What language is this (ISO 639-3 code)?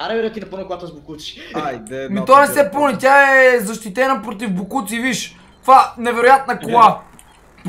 bul